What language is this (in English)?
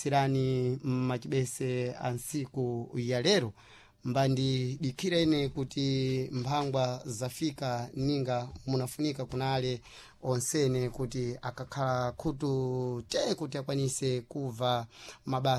Sena